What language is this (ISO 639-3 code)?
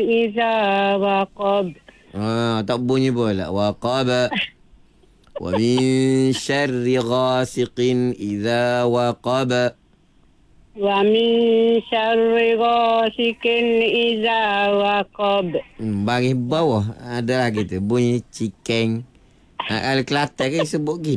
msa